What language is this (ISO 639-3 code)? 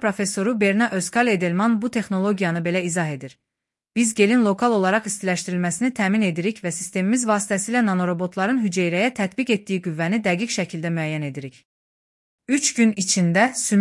aze